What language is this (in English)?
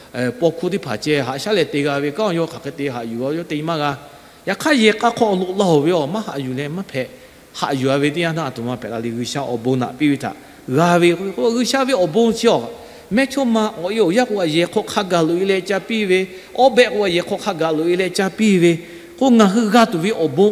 Lahu